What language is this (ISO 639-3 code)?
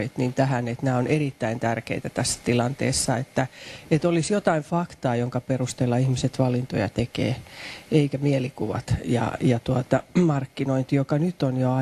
fin